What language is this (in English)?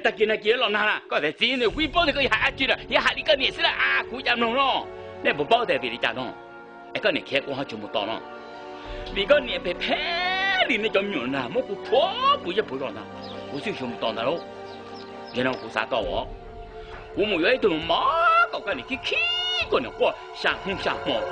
Hmong